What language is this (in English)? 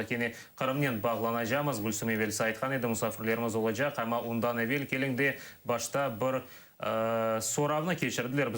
Crimean Tatar